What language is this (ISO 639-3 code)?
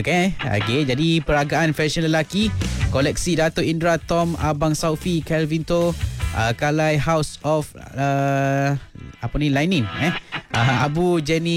msa